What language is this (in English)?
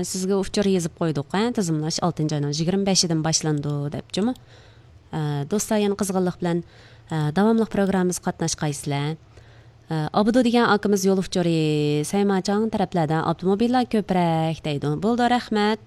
Uyghur